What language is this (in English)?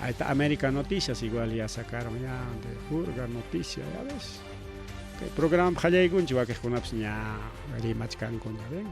Ayacucho Quechua